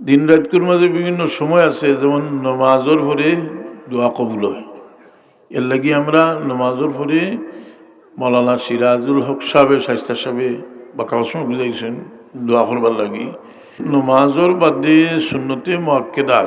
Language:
Sylheti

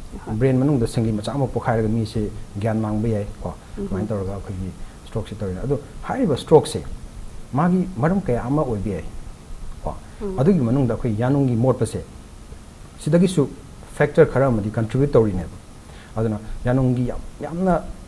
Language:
Manipuri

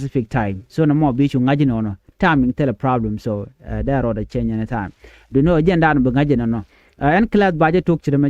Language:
Nuer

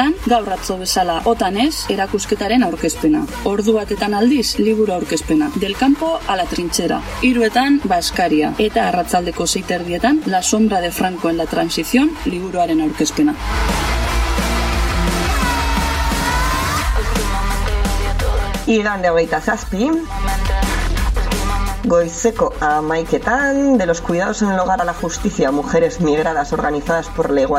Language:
Basque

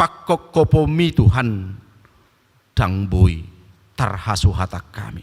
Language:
Batak Toba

